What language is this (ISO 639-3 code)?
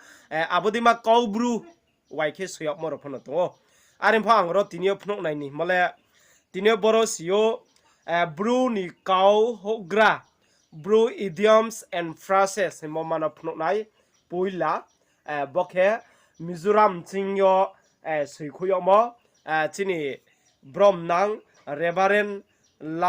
ria